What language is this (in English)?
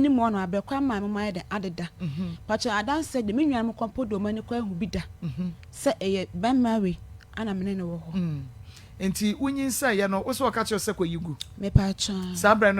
Akan